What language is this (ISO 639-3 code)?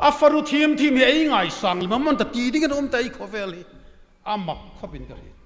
hmr